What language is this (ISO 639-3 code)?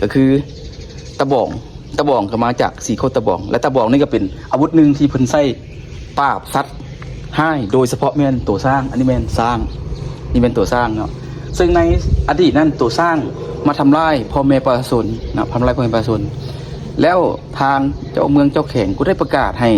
lao